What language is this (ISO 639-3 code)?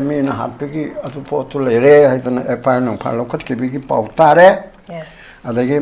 mni